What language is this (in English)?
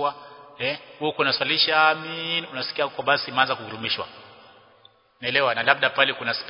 Swahili